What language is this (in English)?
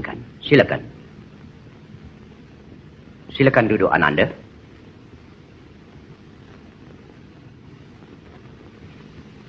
Malay